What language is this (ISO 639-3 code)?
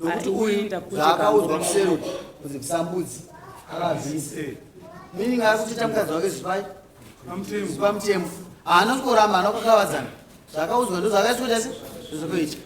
sna